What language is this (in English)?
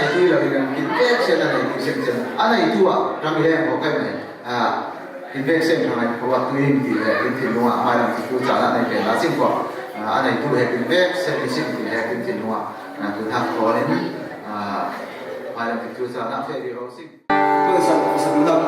Falam Chin